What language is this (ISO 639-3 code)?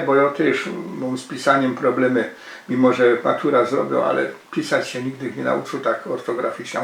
szl